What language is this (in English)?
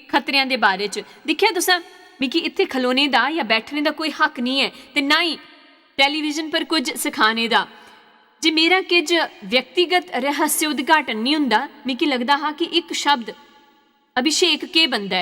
Dogri